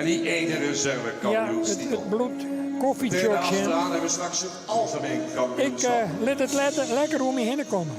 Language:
Western Frisian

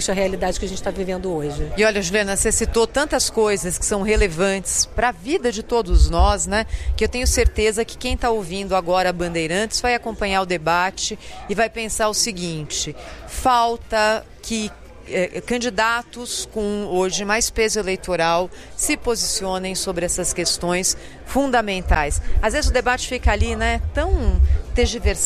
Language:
Portuguese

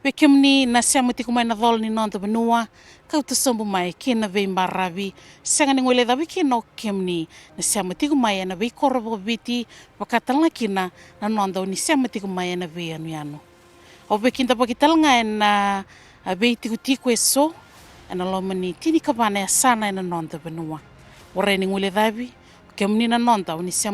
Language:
Fijian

